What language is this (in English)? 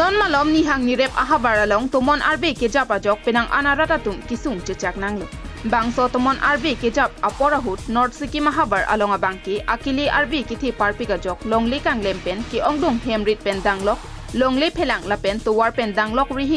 Karbi